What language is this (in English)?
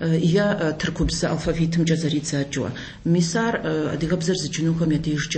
Kabardian